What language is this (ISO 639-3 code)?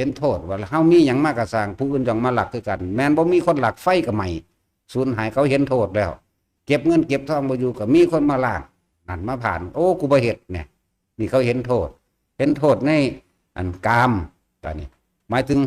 lao